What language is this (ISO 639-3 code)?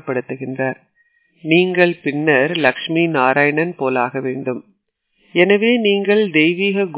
tam